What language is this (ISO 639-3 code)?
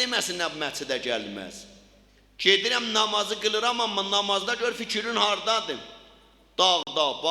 azb